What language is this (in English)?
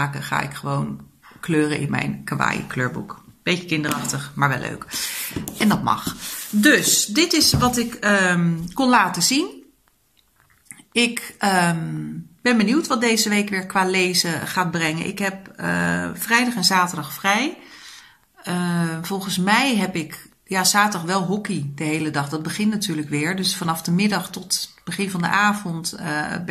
Dutch